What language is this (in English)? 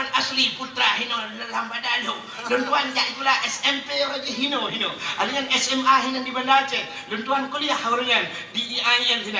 Achinese